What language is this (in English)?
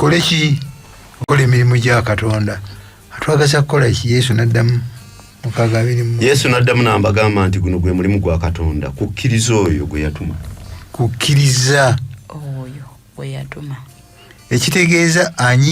Ganda